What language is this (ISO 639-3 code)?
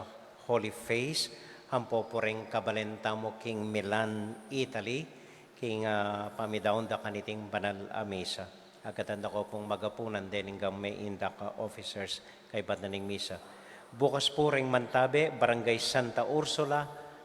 pam